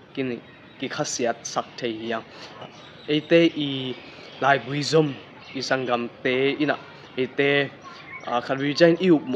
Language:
Tedim Chin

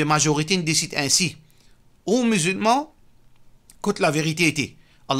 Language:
Morisyen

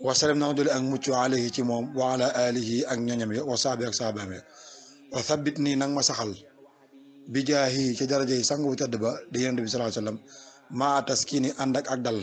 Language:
Wolof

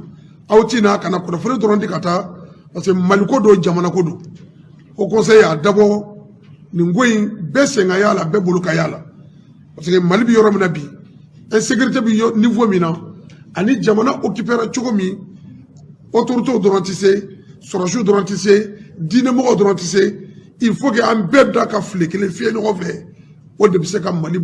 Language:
Bambara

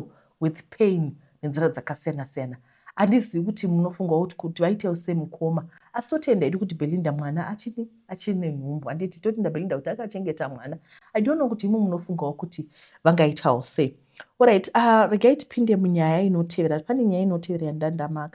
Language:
Shona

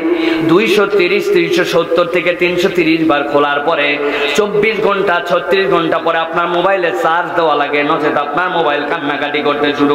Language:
Bangla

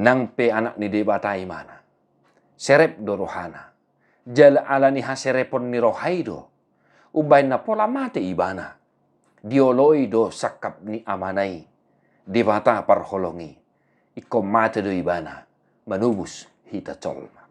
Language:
Batak Toba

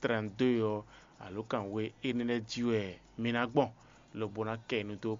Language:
Fon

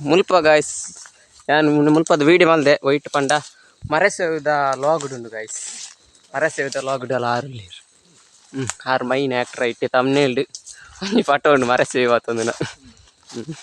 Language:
Tulu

